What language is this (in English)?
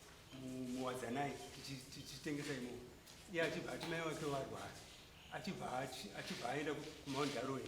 Shona